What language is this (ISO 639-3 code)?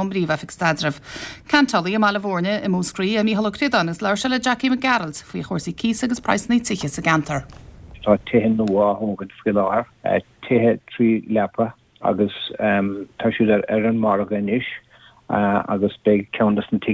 gle